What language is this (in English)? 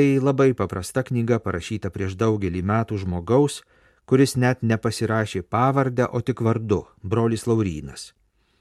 Lithuanian